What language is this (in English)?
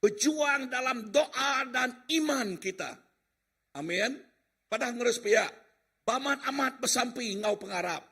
Iban